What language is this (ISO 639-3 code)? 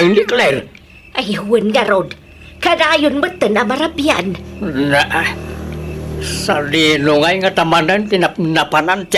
ilo